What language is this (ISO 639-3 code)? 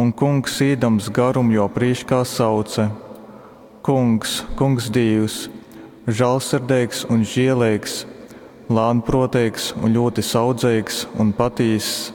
ltg